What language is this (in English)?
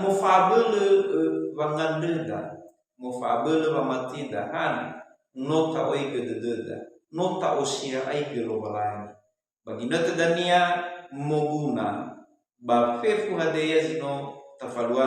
Nias